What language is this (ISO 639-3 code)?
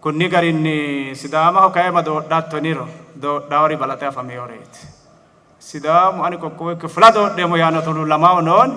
sid